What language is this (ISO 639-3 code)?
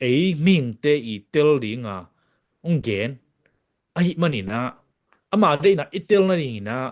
ctd